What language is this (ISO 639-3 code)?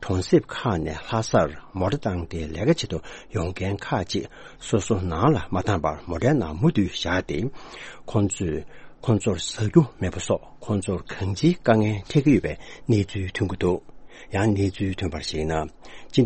bod